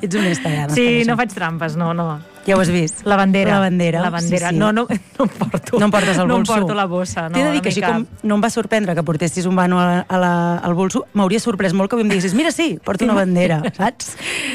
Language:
Catalan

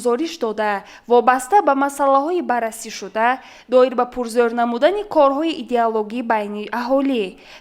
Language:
Tajik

